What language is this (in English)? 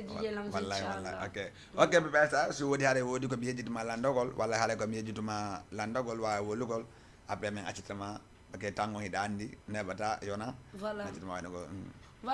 Fula